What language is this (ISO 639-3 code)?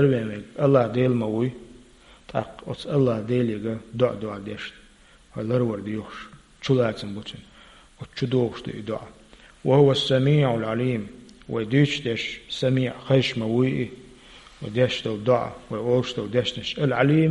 che